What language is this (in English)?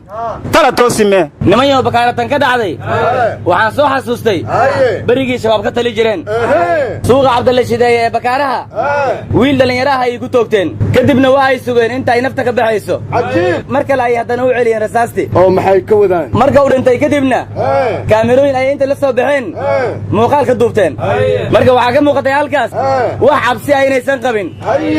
Somali